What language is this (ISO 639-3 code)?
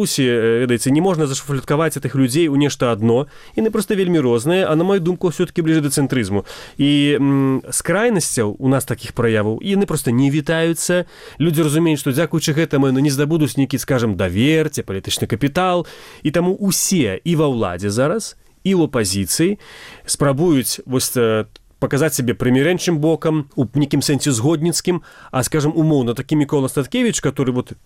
bel